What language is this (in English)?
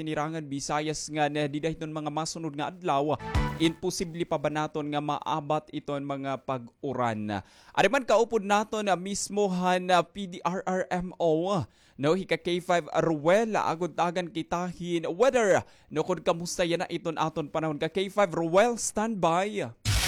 Waray